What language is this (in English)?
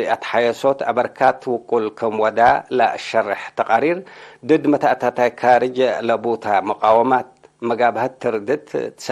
Tigre